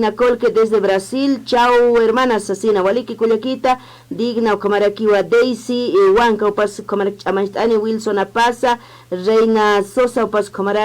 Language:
Aymara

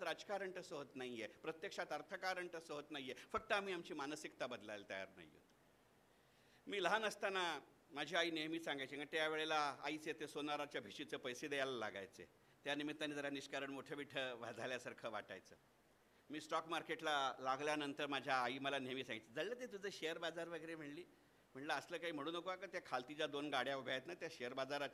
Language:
Marathi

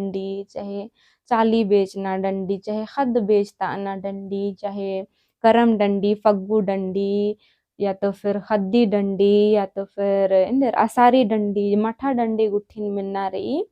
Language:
Kurukh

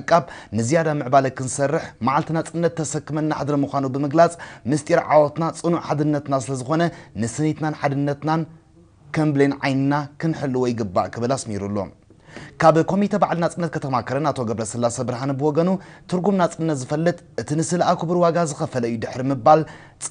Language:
Tigrinya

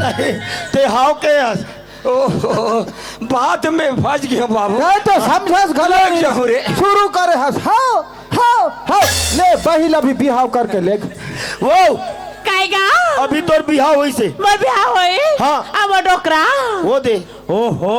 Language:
Chhattisgarhi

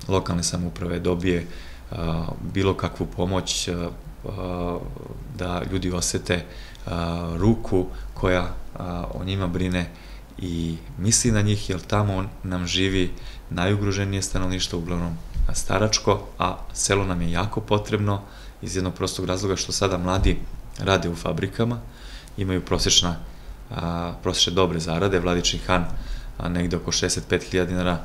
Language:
Serbian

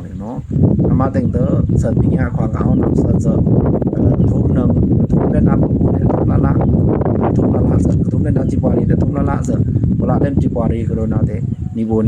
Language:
Pa'o Karen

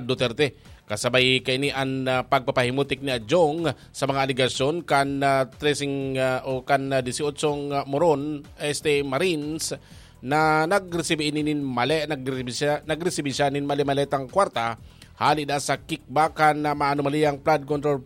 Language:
Bikol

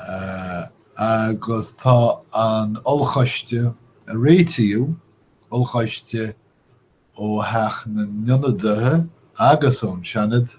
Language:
Irish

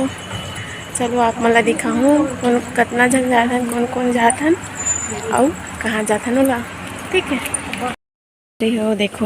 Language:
Chhattisgarhi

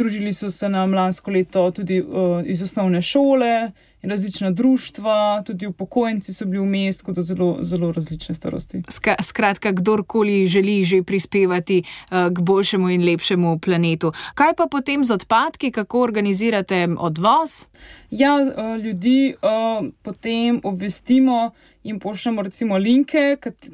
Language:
Slovenian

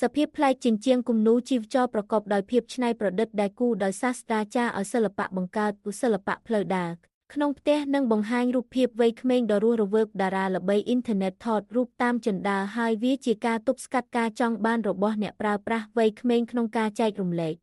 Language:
Khmer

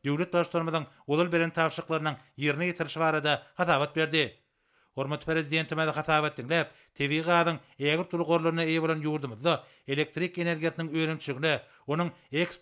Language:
Turkmen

